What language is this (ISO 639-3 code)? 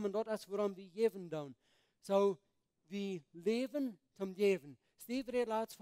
pdt